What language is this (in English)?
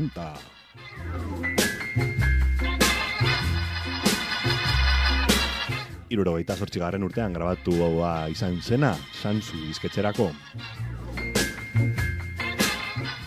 Basque